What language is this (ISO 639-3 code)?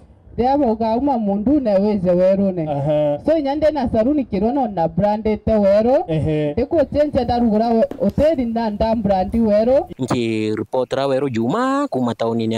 mer